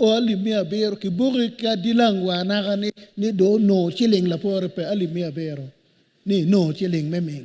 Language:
Acoli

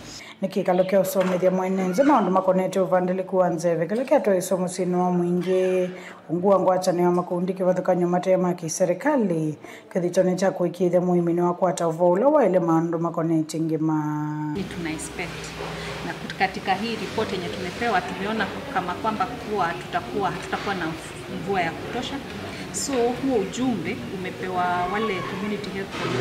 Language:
Kamba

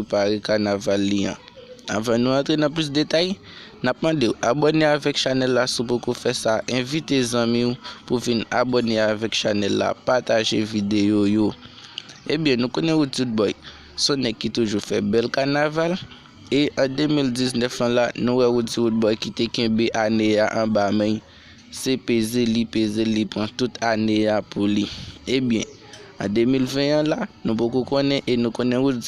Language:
Haitian Creole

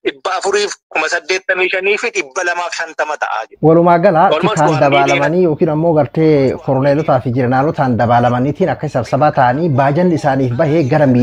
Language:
Oromo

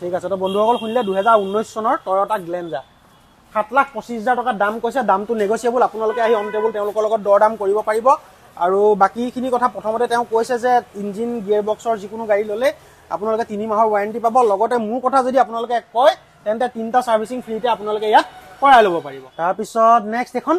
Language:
Assamese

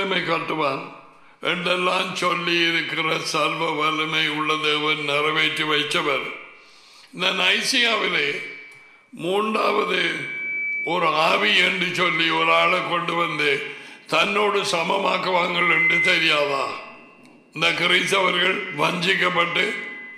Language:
Tamil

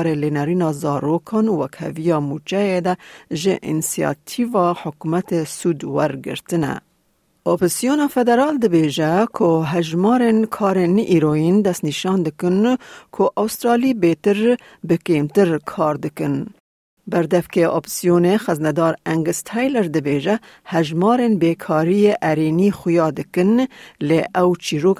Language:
Kurdish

